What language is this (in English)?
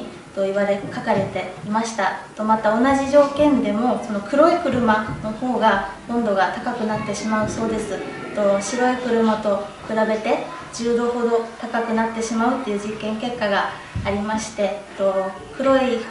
Japanese